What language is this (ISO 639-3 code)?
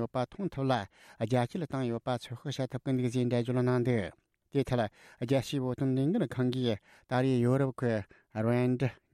bod